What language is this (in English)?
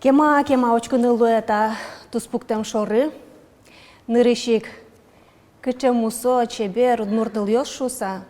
Udmurt